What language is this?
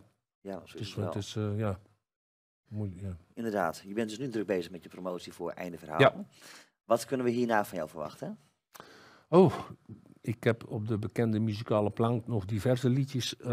Dutch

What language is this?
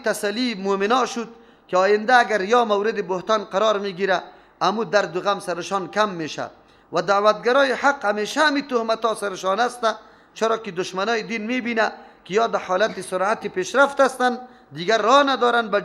Persian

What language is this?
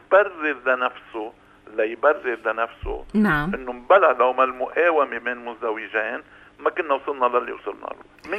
North Levantine Arabic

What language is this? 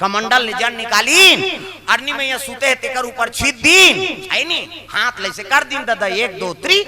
Chhattisgarhi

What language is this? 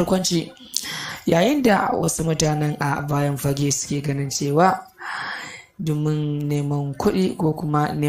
Hausa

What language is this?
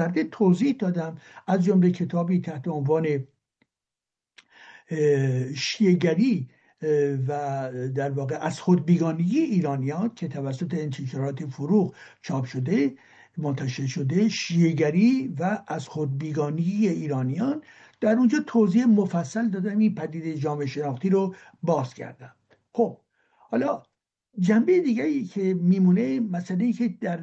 Persian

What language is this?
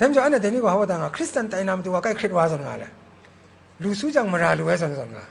Kachin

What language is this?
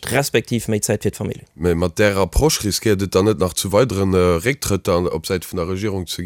Luxembourgish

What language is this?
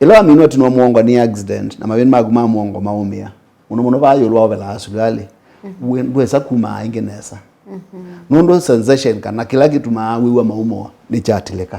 Kamba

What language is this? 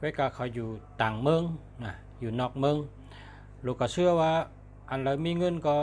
Shan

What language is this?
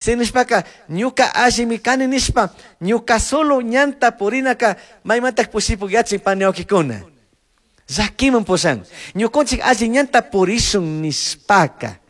Chimborazo Highland Quichua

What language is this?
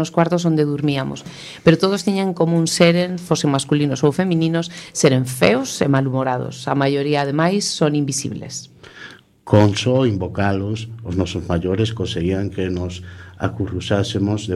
Galician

